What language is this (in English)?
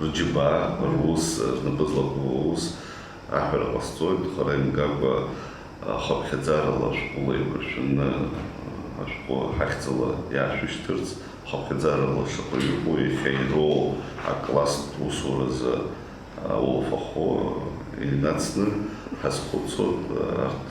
Abkhazian